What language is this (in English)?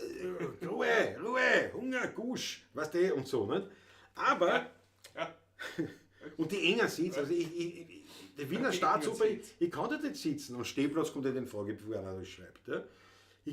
Bavarian